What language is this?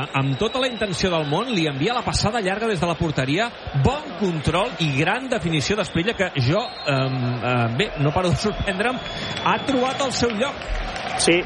Catalan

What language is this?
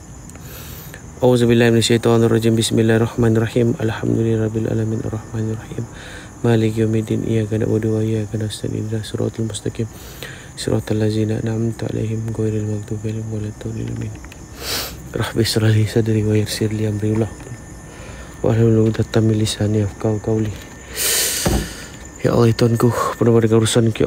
Malay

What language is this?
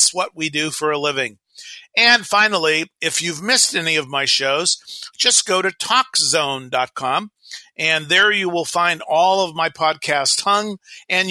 English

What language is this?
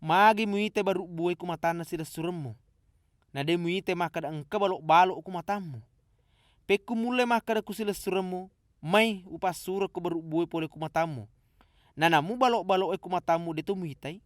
Buginese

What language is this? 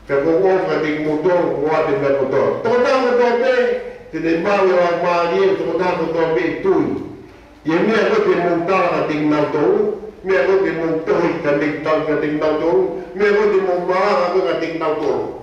Tongan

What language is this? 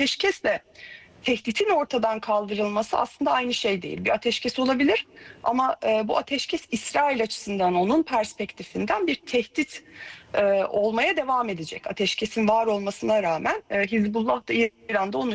Turkish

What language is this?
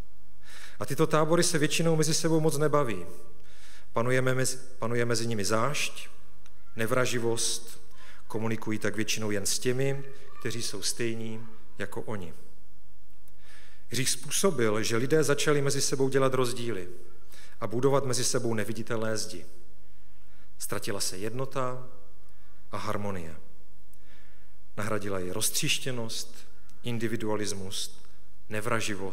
Czech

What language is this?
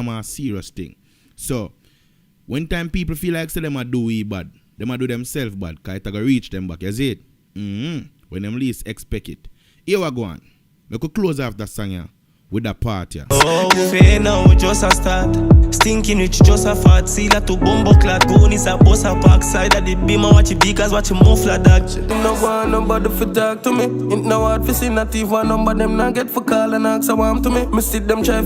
Jamaican Creole English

